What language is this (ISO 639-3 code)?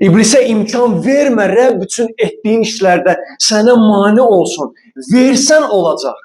aze